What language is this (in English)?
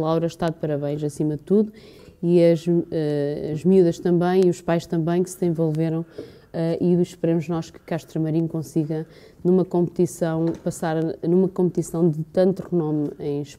Portuguese